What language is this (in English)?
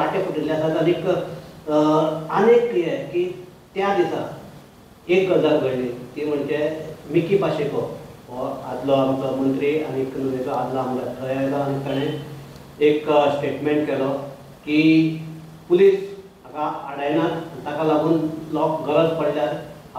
Konkani